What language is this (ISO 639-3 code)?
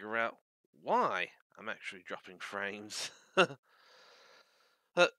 eng